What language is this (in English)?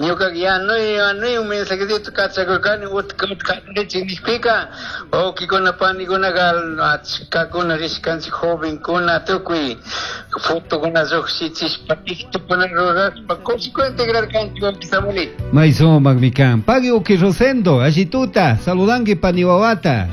Chimborazo Highland Quichua